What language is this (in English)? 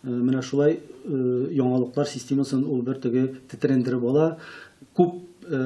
Tatar